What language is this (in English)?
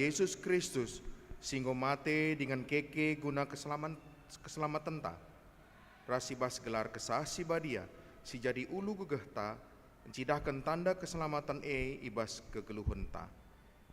Batak Karo